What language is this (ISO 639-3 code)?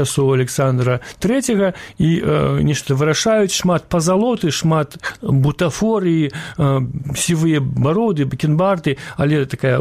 bel